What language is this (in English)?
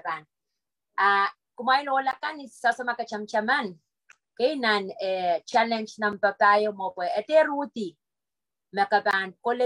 Pohnpeian